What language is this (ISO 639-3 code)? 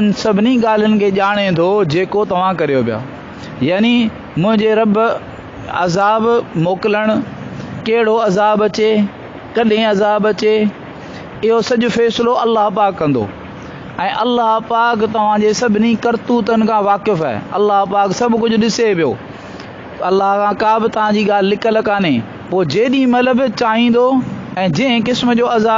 snd